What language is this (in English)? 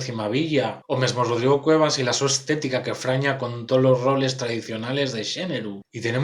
Asturian